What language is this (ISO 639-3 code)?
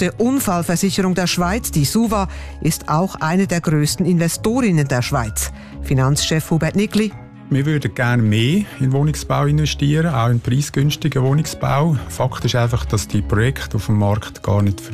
deu